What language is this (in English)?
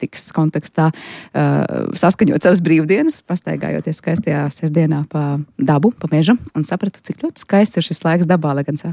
Latvian